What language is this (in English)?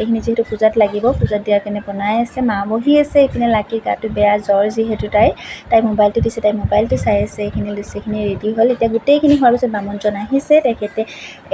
Assamese